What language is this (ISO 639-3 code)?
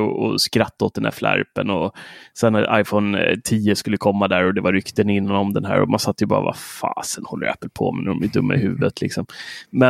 swe